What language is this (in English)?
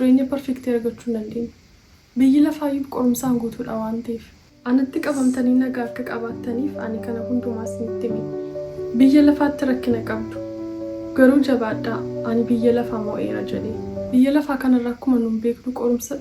Oromo